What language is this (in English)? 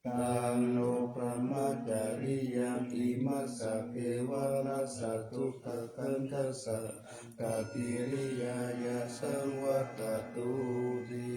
Pali